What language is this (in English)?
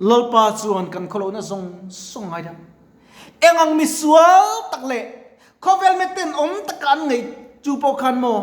Mizo